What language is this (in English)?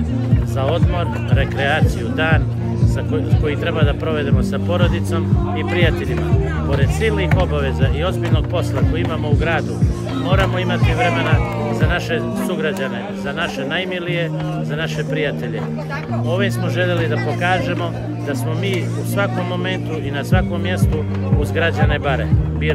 Serbian